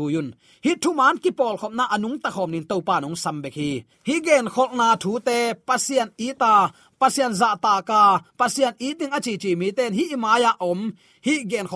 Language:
Tedim Chin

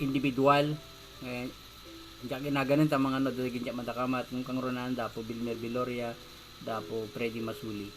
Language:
Iloko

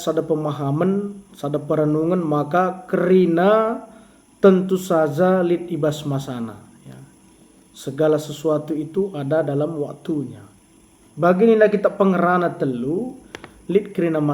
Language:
Batak Karo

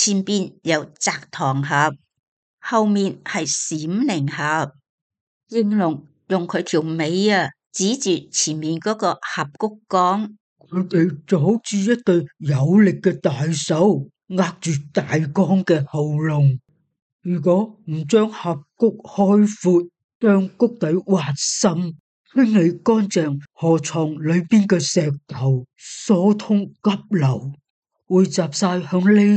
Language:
Cantonese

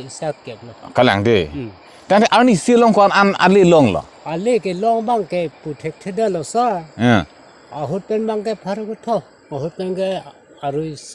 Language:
Karbi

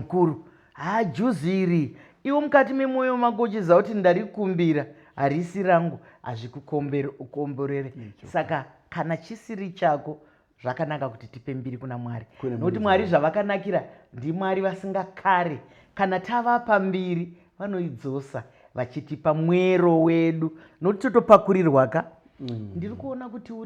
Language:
Shona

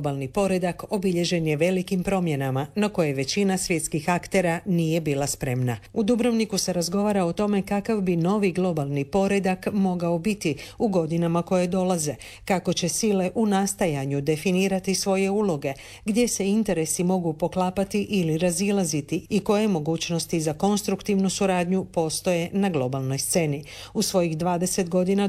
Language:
Croatian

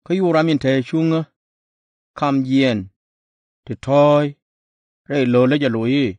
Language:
Nuer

